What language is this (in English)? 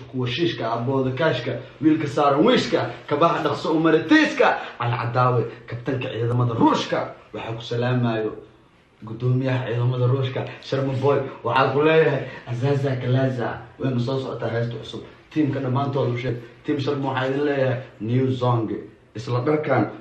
Somali